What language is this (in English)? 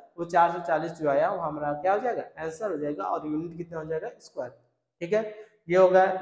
Hindi